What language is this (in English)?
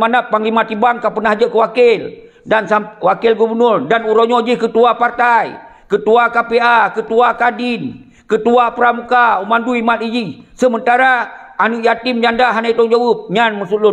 Achinese